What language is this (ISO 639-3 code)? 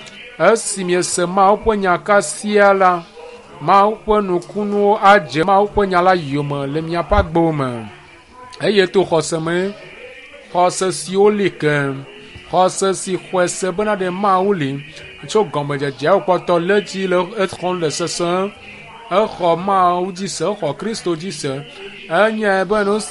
ewe